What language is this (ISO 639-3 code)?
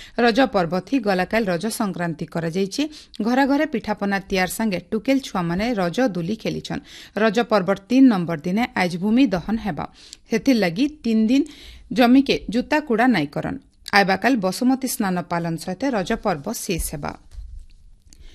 ori